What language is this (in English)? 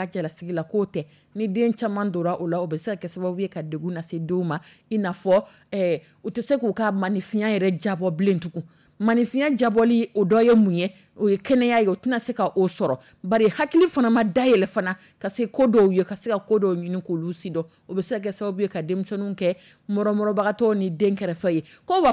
Dyula